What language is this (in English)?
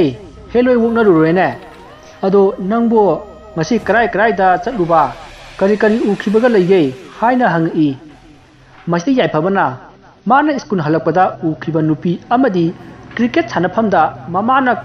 Manipuri